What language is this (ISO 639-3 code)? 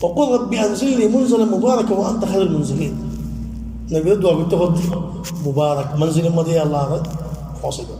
rhg